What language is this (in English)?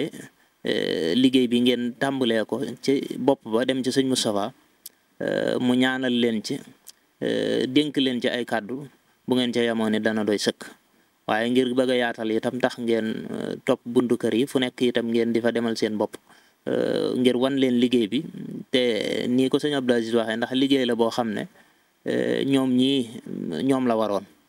Wolof